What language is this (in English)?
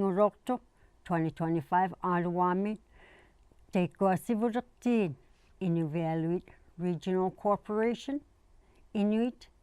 Inuktitut